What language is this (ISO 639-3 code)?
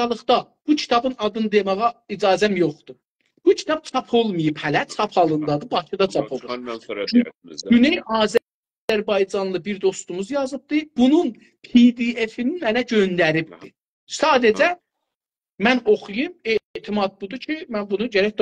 azb